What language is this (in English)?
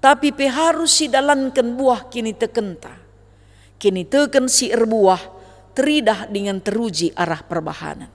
Batak Karo